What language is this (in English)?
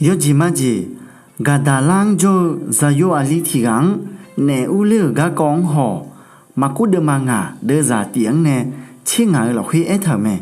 Akha